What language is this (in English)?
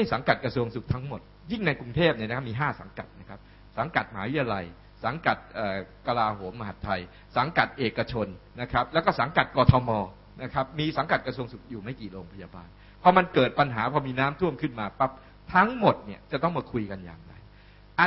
Thai